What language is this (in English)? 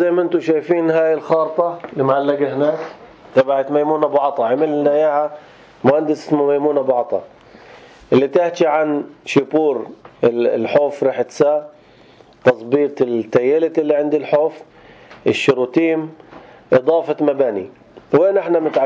North Levantine Arabic